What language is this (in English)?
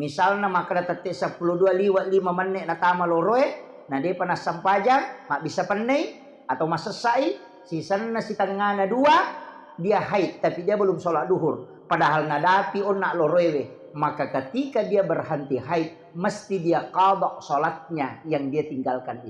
Buginese